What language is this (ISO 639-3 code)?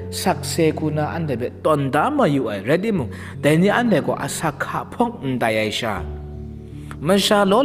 kac